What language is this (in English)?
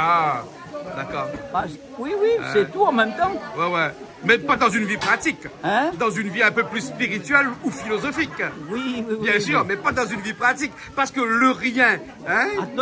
Réunion Creole French